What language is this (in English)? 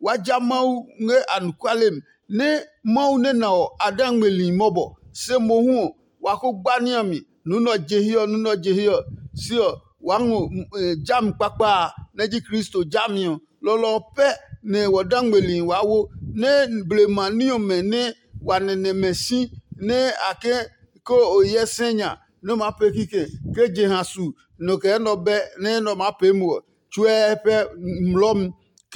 Adangme